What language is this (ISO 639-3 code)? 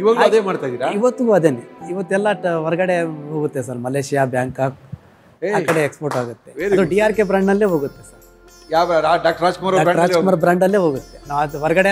kan